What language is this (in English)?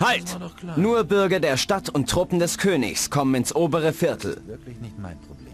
Bavarian